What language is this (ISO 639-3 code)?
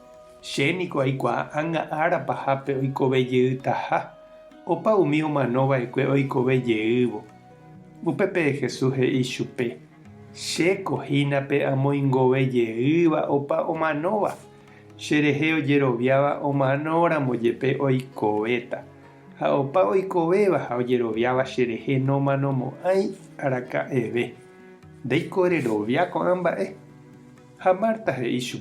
grn